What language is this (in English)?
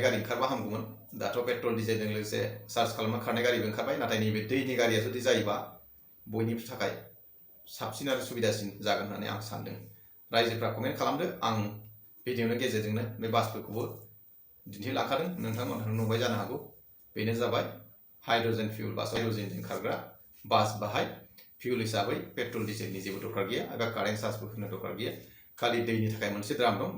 Bodo